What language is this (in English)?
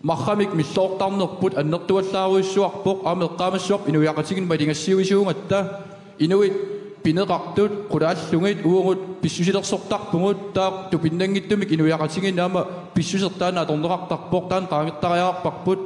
Kalaallisut